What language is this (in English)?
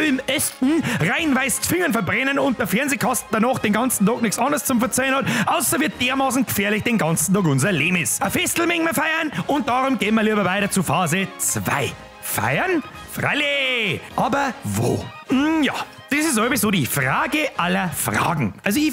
Bavarian